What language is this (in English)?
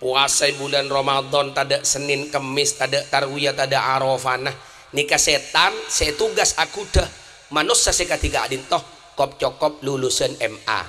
Madurese